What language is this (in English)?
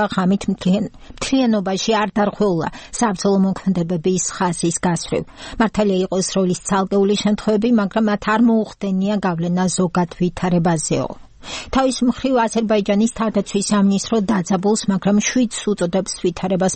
Georgian